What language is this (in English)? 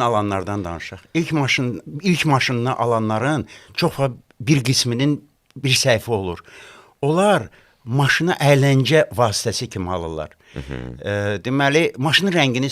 Azerbaijani